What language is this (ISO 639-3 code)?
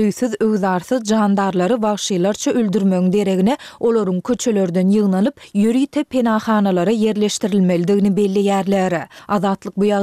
tuk